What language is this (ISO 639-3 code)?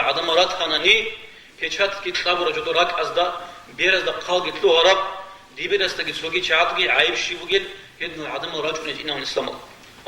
ava